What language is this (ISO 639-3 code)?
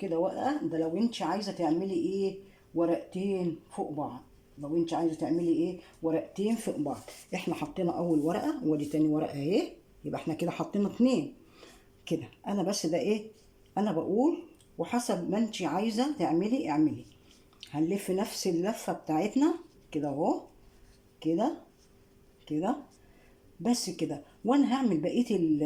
arz